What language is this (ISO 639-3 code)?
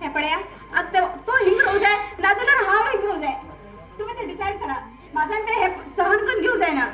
kok